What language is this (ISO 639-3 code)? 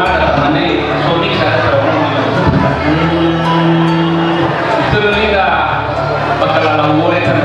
nia